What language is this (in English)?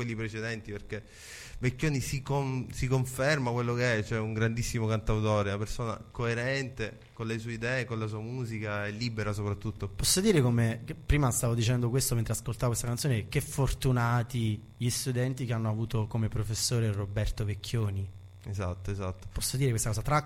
Italian